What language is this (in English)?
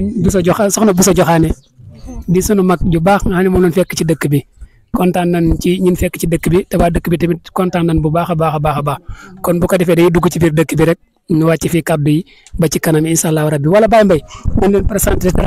Wolof